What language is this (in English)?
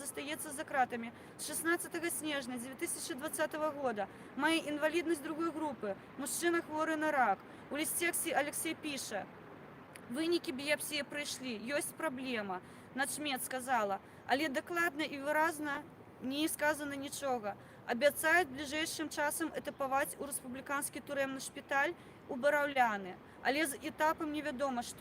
Belarusian